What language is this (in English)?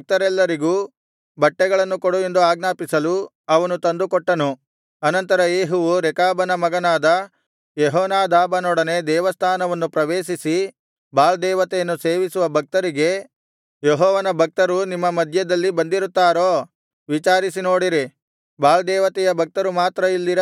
Kannada